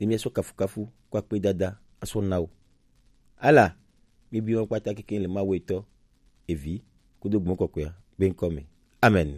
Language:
Gen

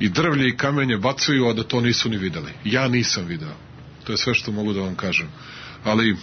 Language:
Serbian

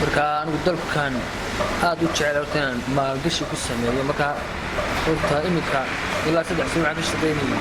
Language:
Somali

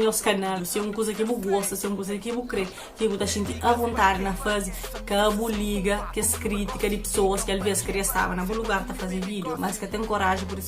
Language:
Kabuverdianu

